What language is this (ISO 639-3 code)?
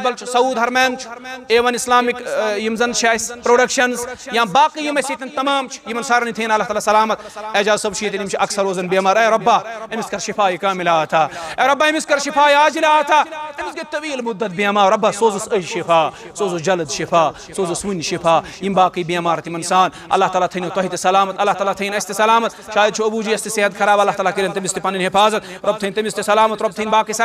kas